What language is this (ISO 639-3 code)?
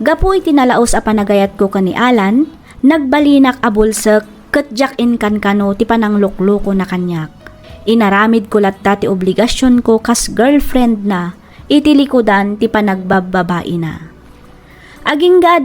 ilo